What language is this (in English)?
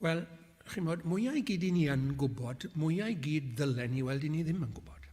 Welsh